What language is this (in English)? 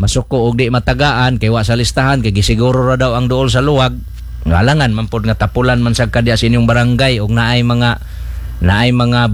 Cebuano